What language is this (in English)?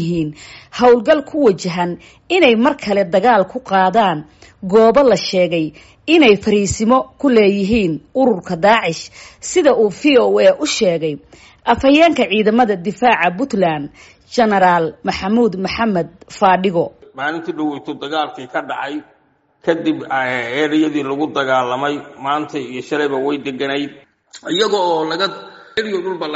Somali